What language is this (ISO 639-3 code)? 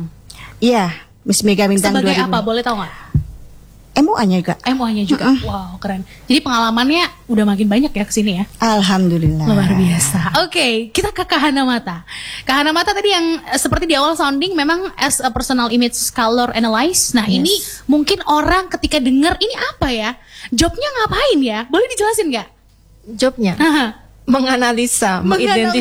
ind